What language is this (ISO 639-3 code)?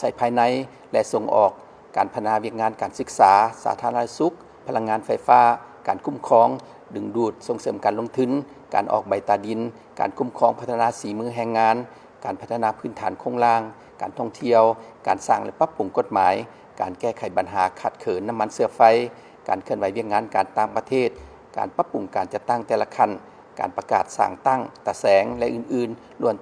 lao